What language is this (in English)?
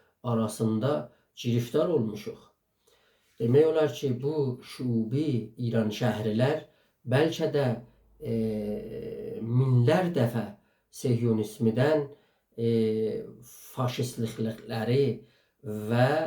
South Azerbaijani